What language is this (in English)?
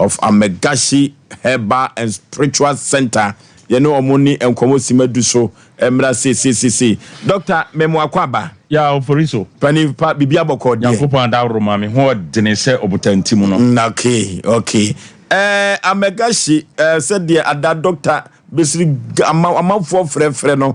Akan